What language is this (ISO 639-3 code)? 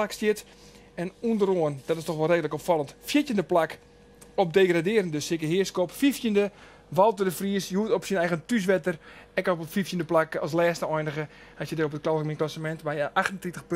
fry